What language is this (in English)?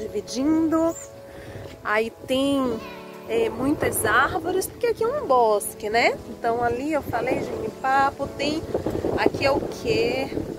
Portuguese